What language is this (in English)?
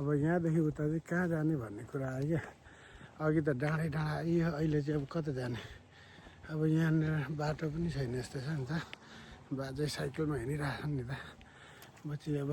Nepali